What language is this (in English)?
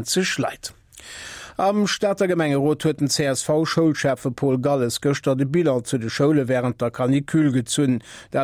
Luxembourgish